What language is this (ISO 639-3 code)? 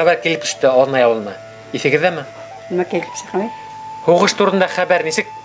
bak